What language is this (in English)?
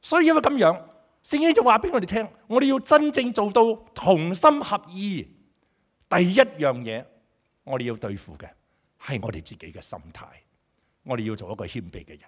Cantonese